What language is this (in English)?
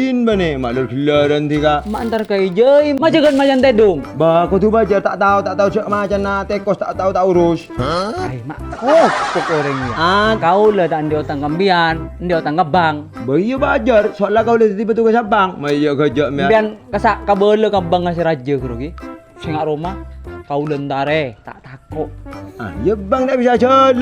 Madurese